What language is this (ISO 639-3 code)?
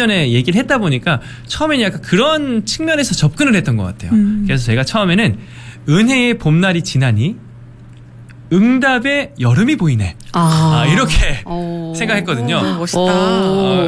kor